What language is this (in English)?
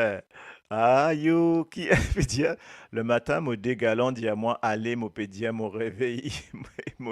Morisyen